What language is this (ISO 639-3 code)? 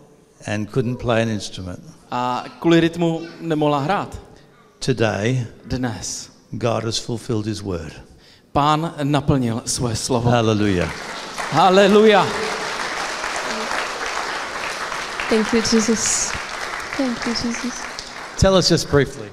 ces